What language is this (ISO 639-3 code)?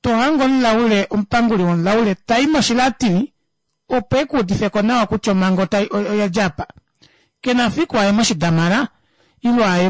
kua